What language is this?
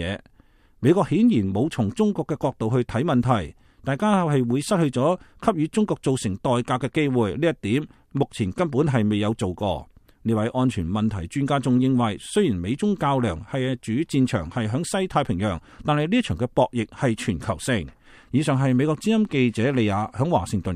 Cantonese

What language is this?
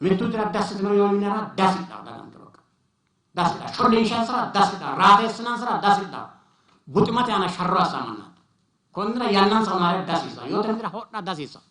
Sidamo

